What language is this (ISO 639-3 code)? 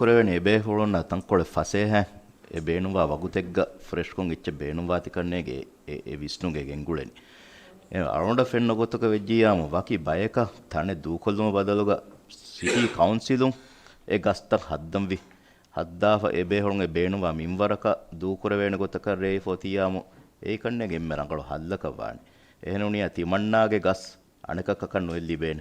div